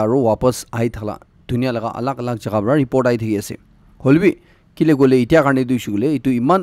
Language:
Naga Pidgin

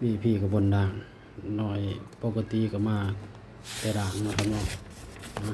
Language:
Northeastern Thai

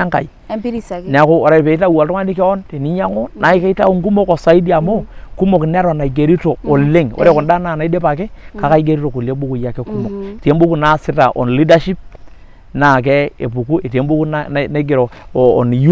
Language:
Masai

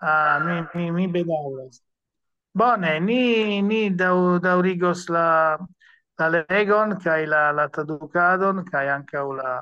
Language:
Esperanto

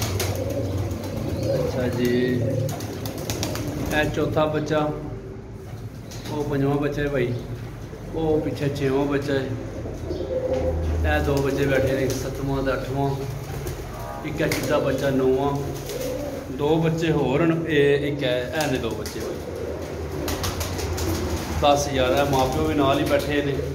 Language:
Punjabi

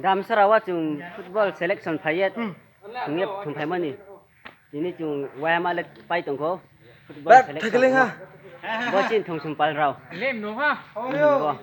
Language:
Riang (India)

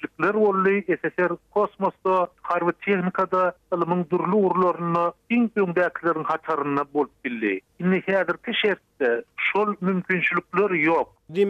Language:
Turkmen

